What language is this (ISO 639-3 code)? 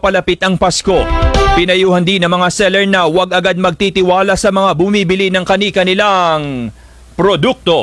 fil